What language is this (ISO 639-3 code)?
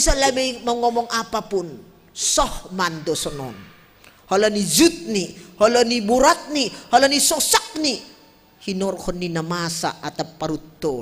bts